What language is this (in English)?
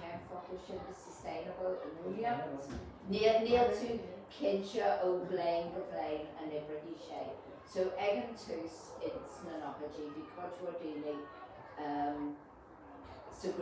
Irish